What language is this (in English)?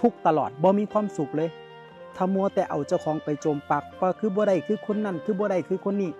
Northeastern Thai